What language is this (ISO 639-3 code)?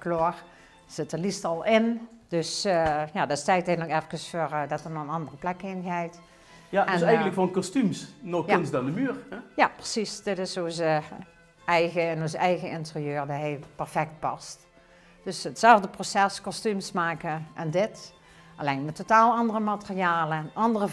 lim